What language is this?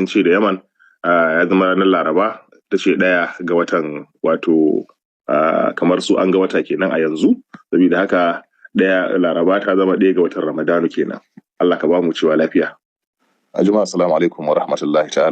Hausa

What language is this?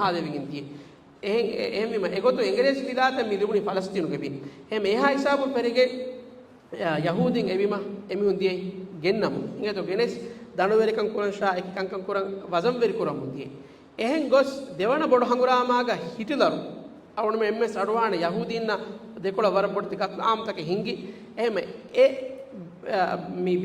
Divehi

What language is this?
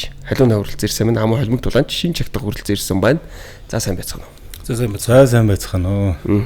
Mongolian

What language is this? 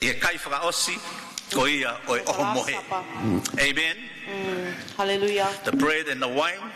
Tongan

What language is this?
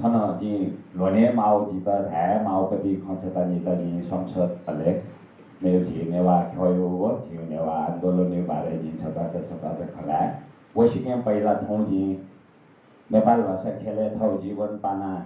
Newari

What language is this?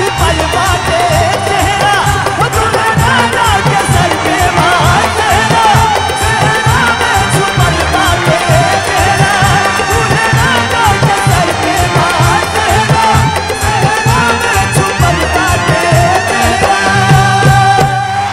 Bhojpuri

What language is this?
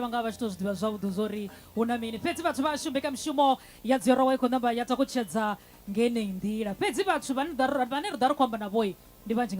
Venda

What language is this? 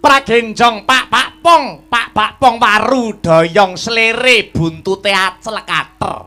Javanese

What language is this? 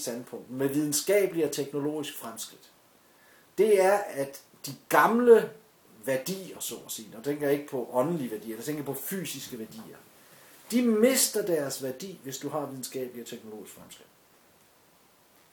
Danish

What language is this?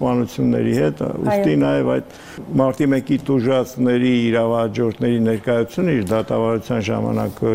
Armenian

